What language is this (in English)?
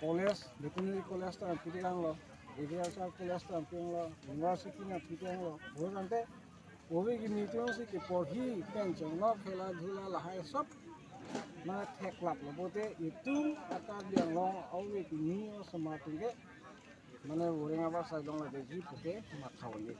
Karbi